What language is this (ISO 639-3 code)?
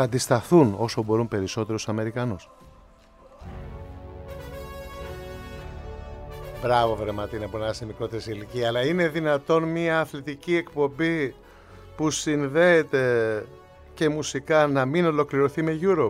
ell